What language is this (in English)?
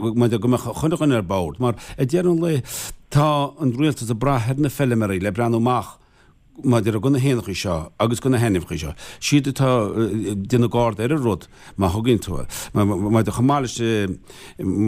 Irish